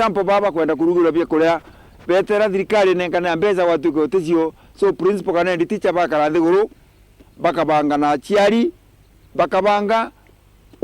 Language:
Meru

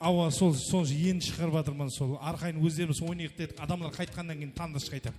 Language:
Kara-Kalpak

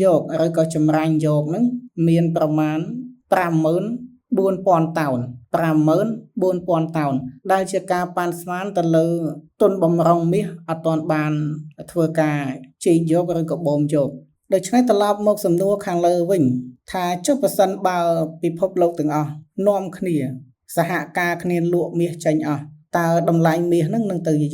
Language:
Khmer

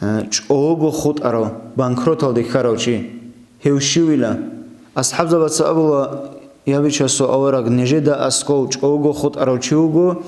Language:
Avaric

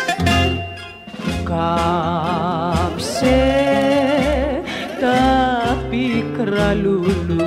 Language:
Greek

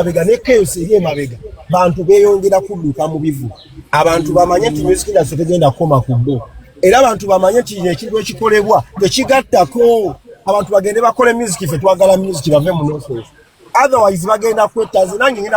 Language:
Ganda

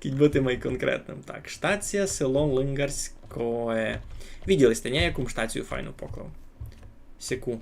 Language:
Rusyn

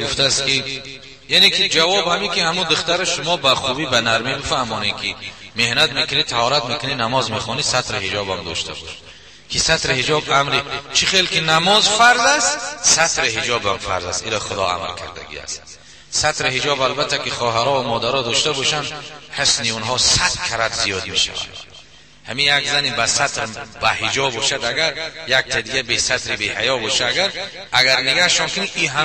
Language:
Tajik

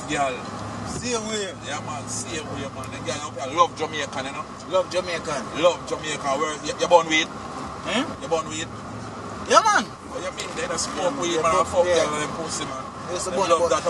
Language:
Jamaican Creole English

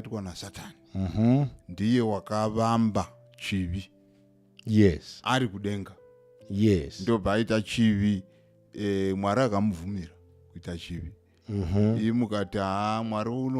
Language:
Shona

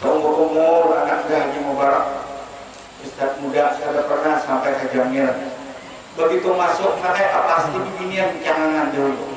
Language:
Banjar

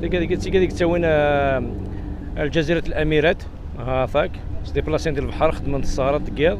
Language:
Kabyle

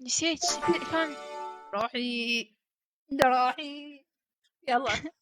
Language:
Mesopotamian Arabic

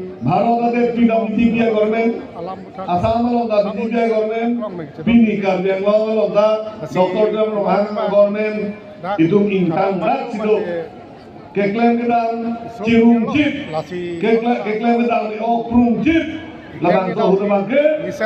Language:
Karbi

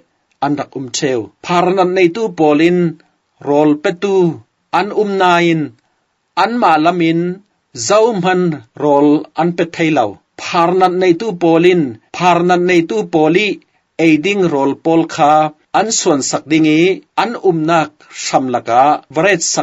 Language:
Falam Chin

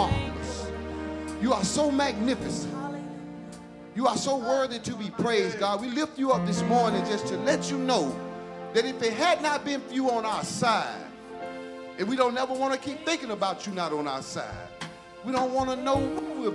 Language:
English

